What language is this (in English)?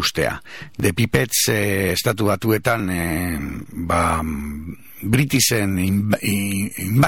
Basque